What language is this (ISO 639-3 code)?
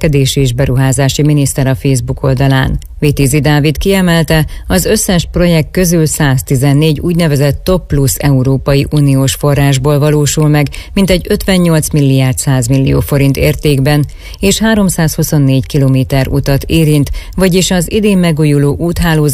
hun